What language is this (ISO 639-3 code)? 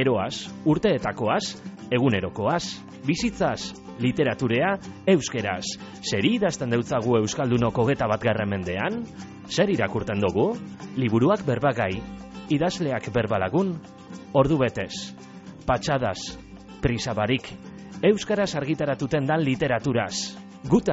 eus